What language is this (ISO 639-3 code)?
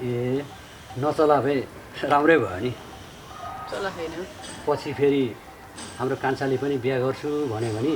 nep